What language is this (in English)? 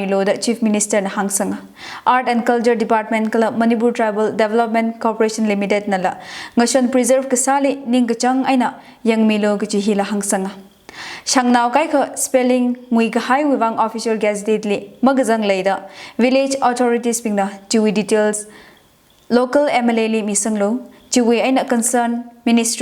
Tangkhul Naga (India)